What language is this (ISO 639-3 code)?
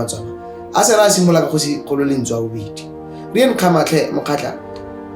tsn